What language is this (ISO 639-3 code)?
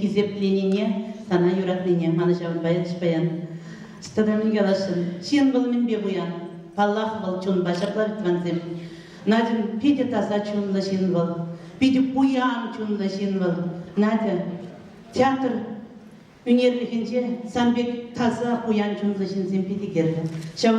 chv